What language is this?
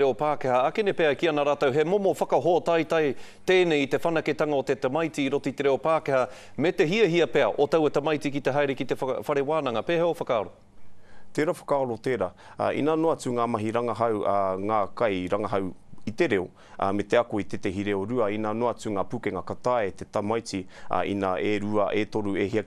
Māori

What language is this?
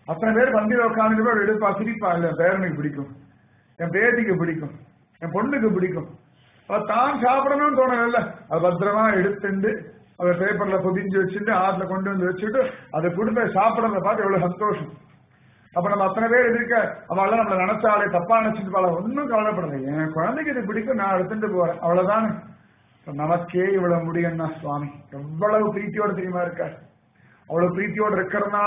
Tamil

